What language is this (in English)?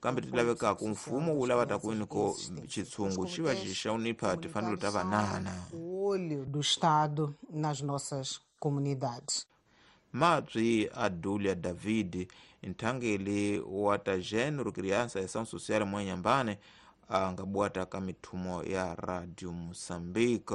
Tsonga